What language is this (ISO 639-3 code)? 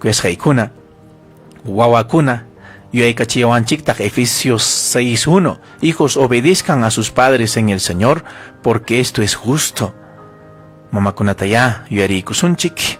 quy